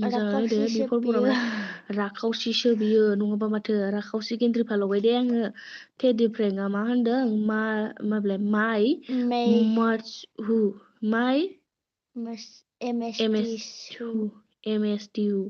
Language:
Bodo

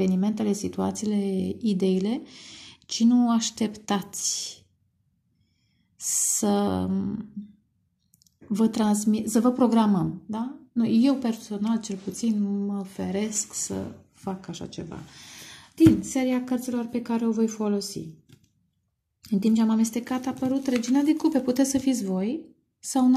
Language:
Romanian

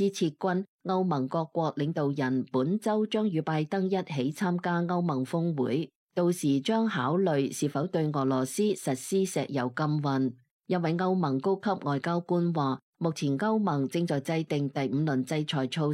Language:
Cantonese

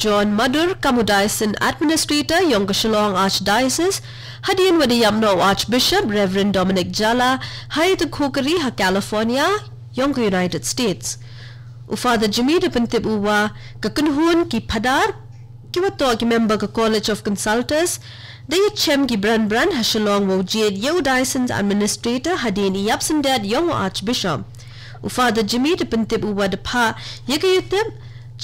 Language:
Khasi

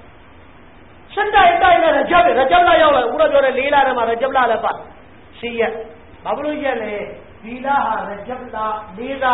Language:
Burmese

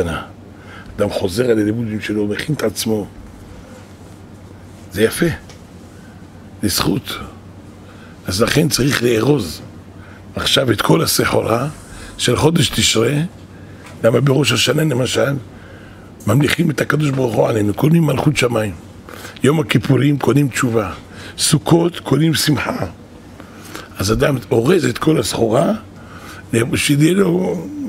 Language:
Hebrew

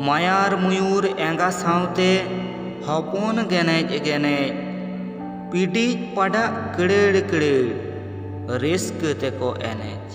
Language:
Santali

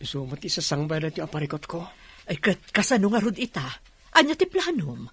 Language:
Iloko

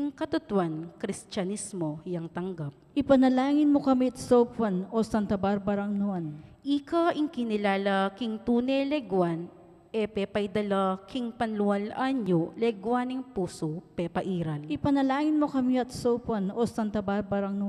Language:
Pampanga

